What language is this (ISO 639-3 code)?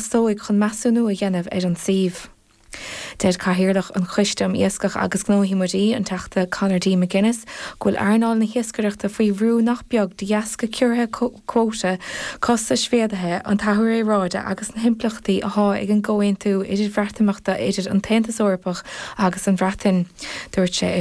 gle